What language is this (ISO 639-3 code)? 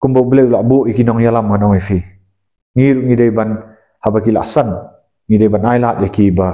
kha